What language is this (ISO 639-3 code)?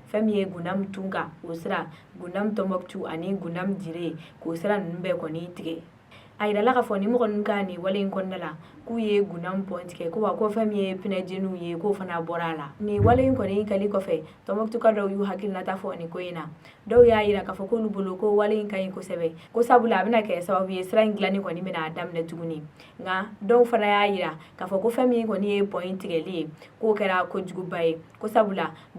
bam